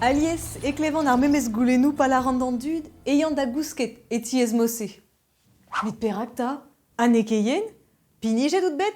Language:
Breton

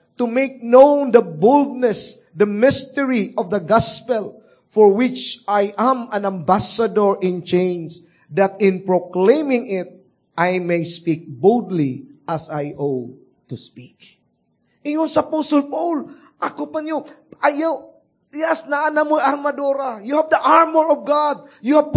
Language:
Cebuano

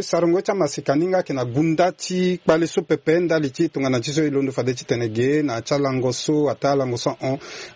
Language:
Sango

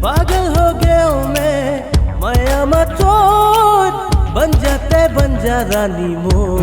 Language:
Chhattisgarhi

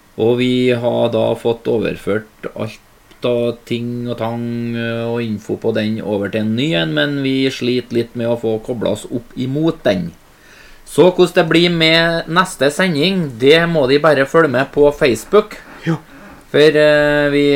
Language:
Norwegian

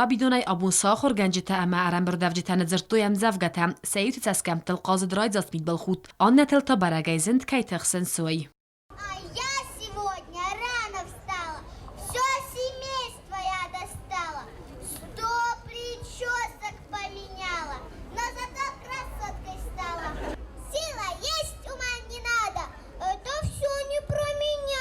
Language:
Ossetic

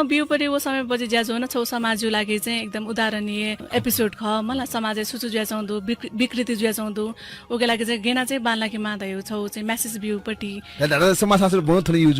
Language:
Newari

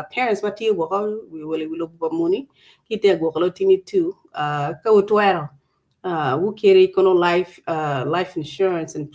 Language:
Acoli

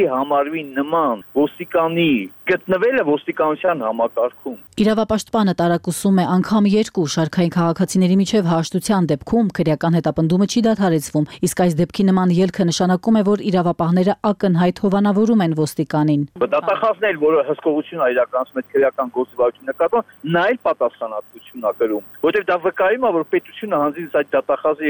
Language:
Armenian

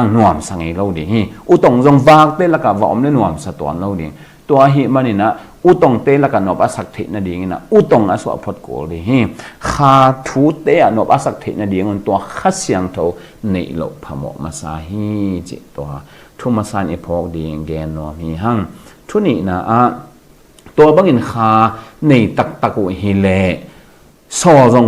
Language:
Tedim Chin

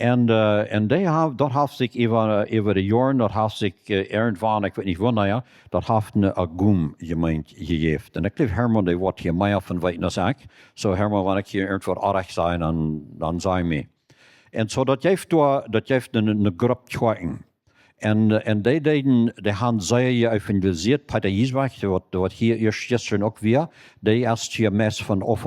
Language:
Plautdietsch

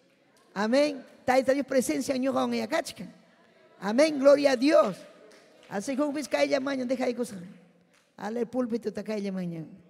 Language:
Ayacucho Quechua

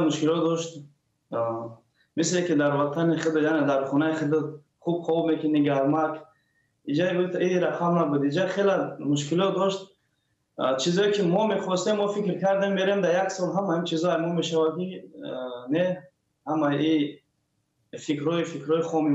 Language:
Tajik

